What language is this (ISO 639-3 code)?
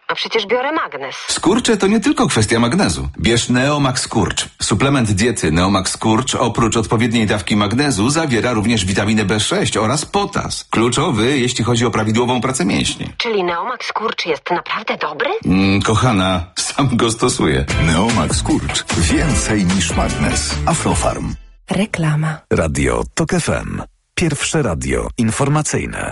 pol